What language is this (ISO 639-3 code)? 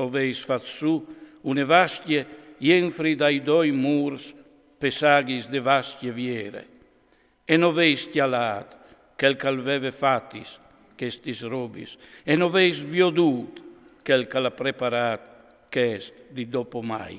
fur